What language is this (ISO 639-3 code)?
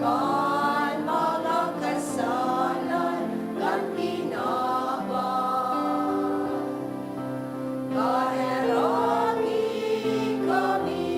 bik